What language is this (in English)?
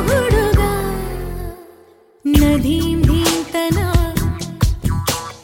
Kannada